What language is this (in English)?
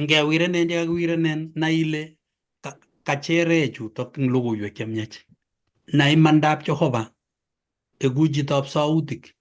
Kalenjin